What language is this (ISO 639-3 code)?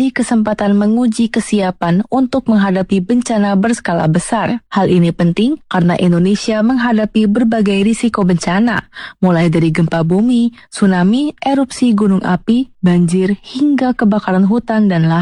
ind